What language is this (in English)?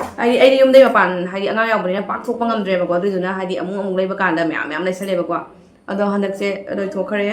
Manipuri